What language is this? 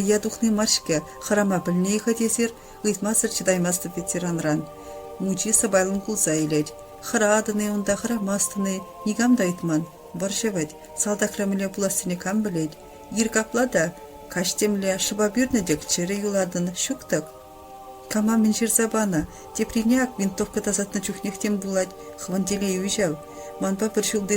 Chuvash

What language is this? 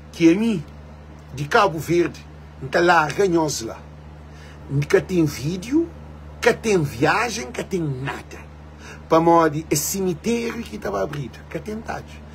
Kabuverdianu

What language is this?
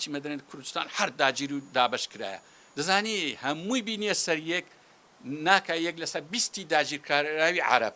Central Kurdish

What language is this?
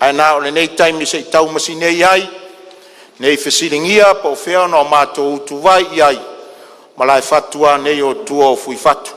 Samoan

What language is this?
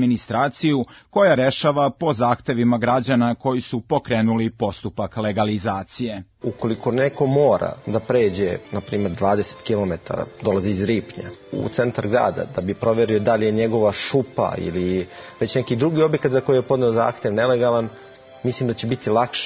Serbian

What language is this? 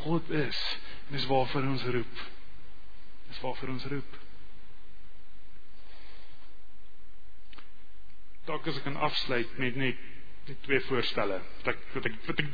Afrikaans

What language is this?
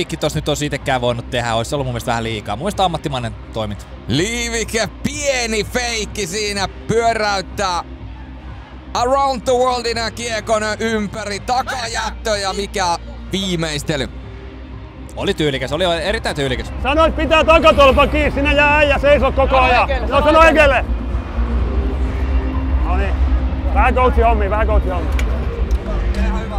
Finnish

